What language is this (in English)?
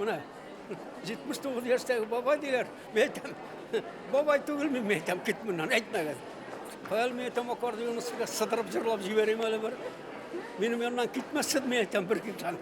Bashkir